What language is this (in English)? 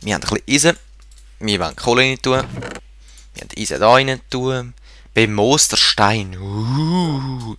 Swiss German